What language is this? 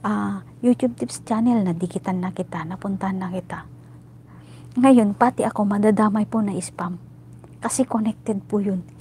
Filipino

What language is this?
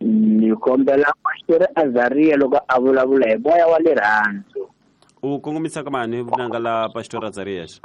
Tsonga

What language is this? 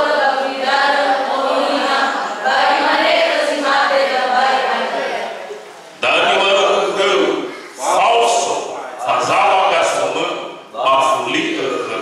Nias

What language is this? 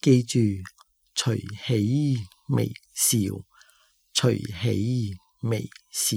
Cantonese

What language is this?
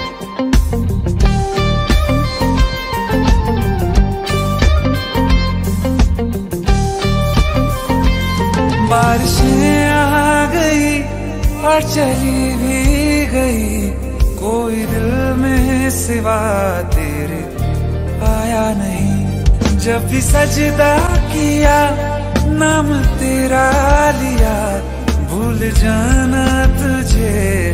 Hindi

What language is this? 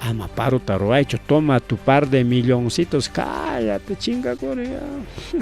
Ayacucho Quechua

